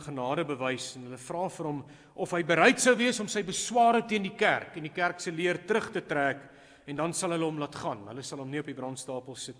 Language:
Afrikaans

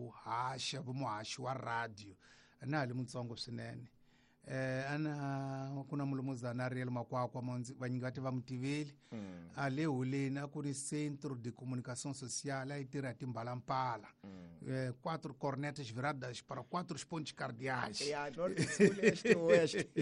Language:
Tsonga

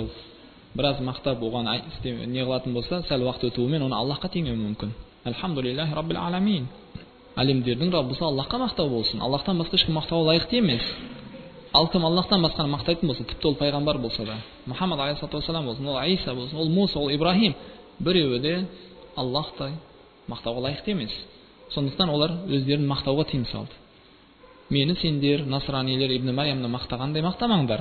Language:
Kazakh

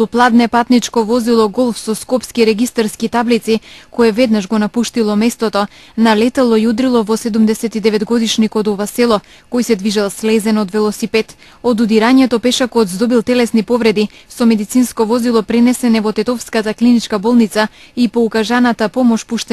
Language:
Macedonian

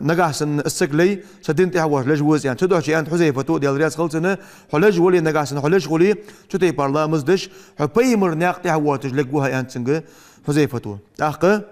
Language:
Ingush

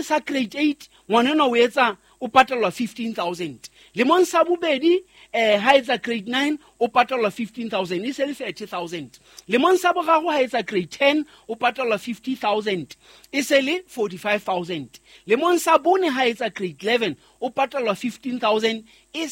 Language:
Southern Sotho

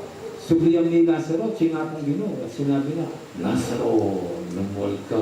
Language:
Pampanga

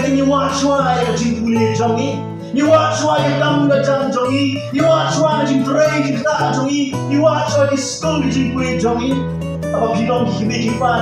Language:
Khasi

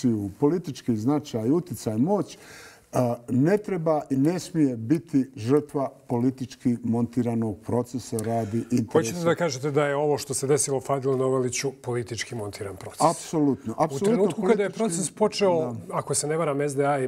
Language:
Bosnian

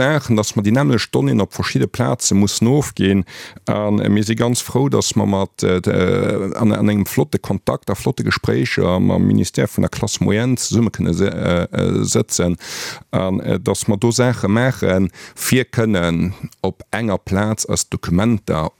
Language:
Luxembourgish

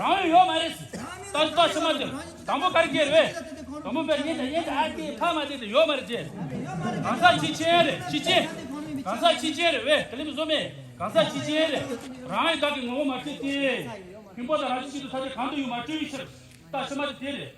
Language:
Tibetan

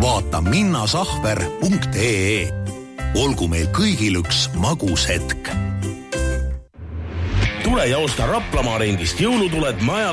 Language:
Estonian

